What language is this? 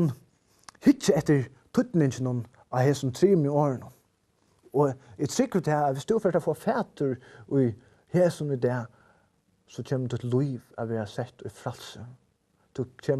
Faroese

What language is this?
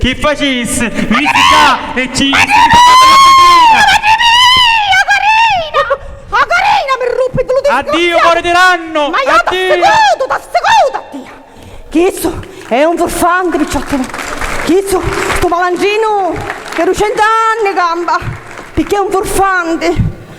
Sicilian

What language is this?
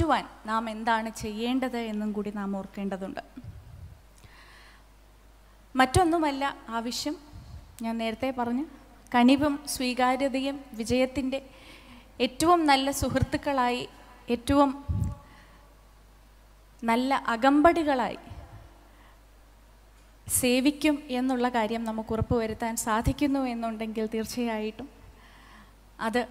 Malayalam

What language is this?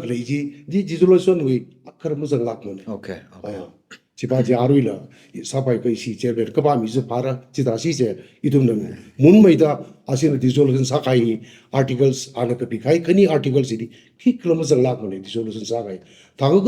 Tangkhul Naga (India)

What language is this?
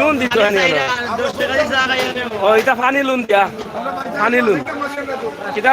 Sylheti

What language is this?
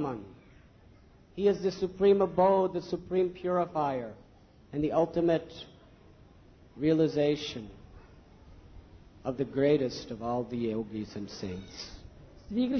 Marathi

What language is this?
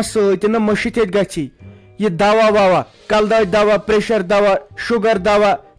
Kashmiri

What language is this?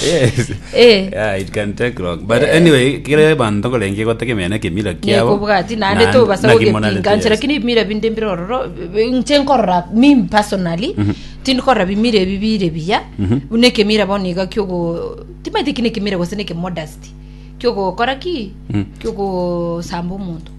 Gusii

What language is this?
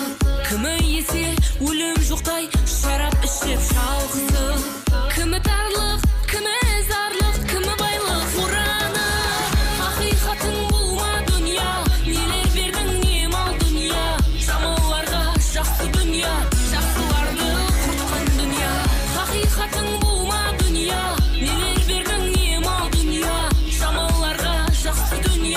Kara-Kalpak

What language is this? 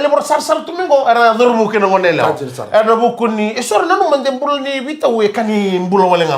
Fijian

